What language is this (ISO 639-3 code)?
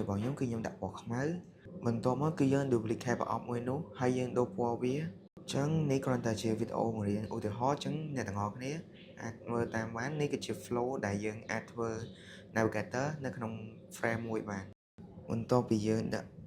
khm